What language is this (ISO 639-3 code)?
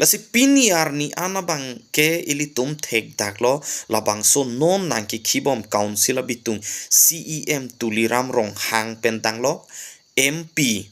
mjw